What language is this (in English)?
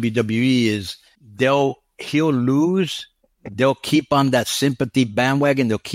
English